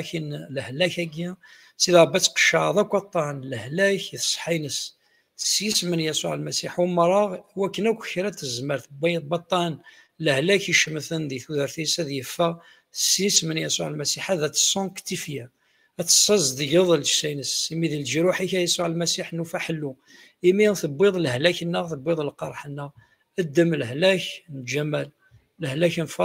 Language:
Kabyle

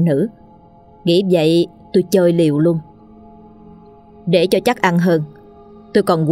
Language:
Vietnamese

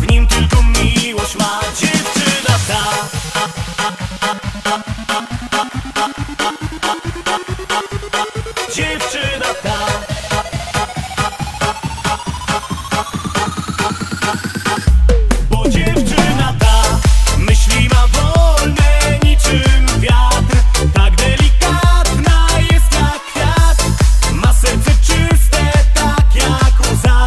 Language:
Polish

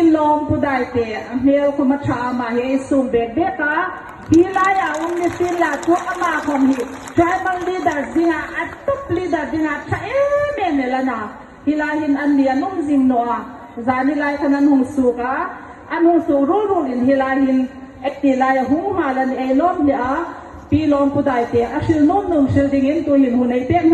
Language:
Hmar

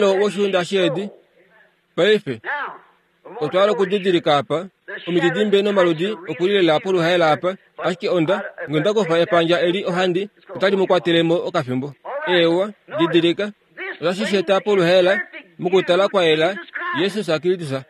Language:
Kuanyama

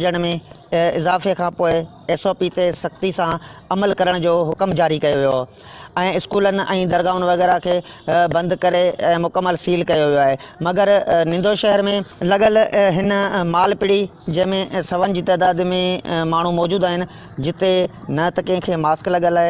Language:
Sindhi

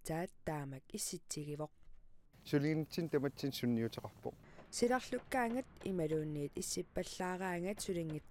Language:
Kalaallisut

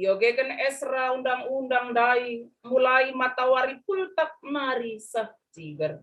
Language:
Batak Karo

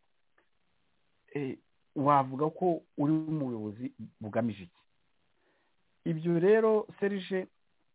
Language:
Kinyarwanda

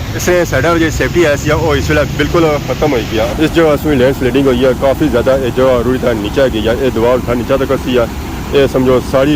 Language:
Pahari-Potwari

